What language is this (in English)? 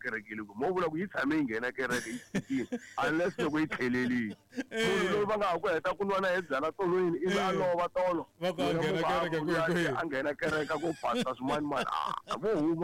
Tsonga